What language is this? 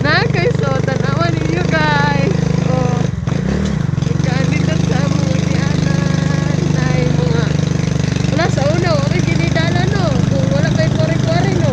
Cebuano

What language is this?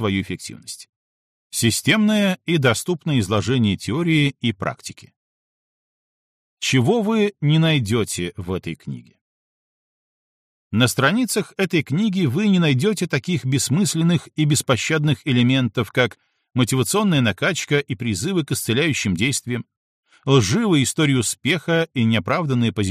Russian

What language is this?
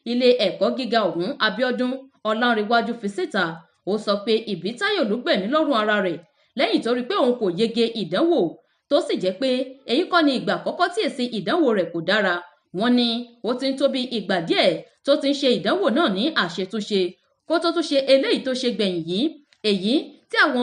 Yoruba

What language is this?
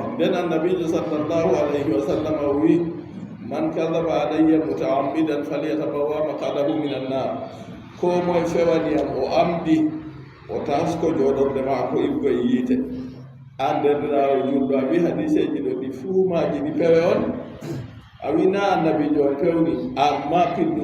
Fula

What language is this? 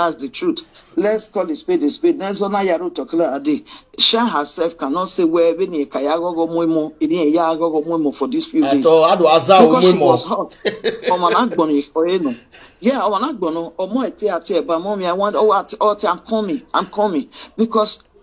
Nigerian Pidgin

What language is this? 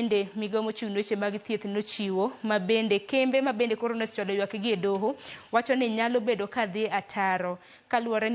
Luo (Kenya and Tanzania)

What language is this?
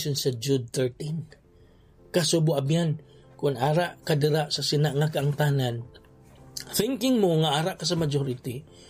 Hiligaynon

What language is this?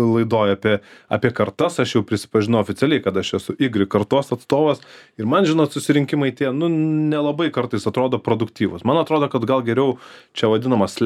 Lithuanian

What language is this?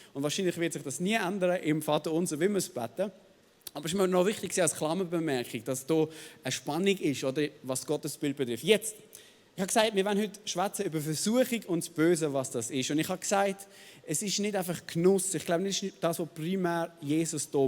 Swiss German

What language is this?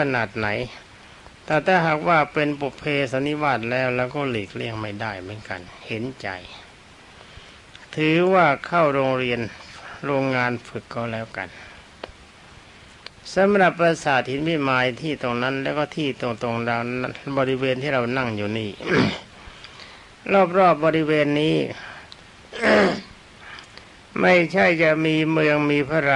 Thai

